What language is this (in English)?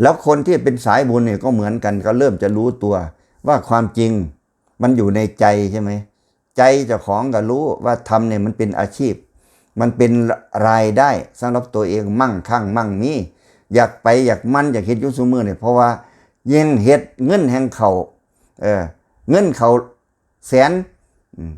Northeastern Thai